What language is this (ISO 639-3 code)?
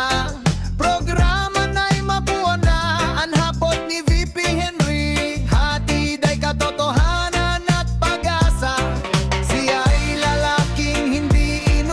bik